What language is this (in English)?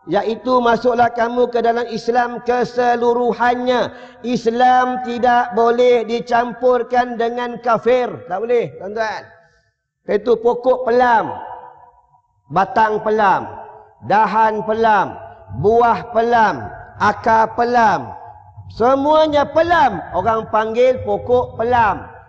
Malay